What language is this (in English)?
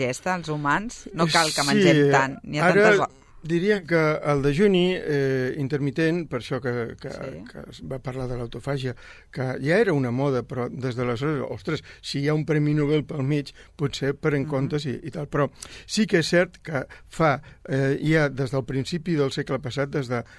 Catalan